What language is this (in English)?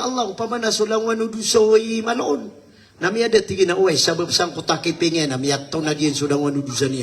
Maranao